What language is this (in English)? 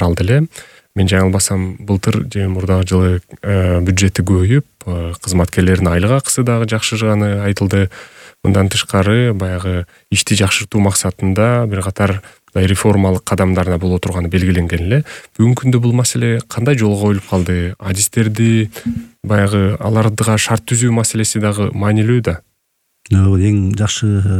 Kyrgyz